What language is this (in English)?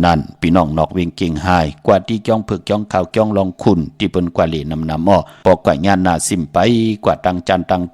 Shan